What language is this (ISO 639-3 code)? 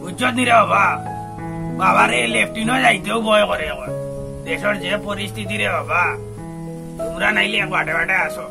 syl